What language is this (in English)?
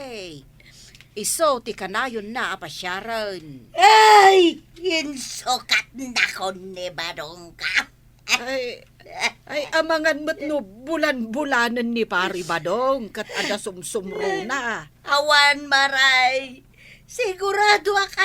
Iloko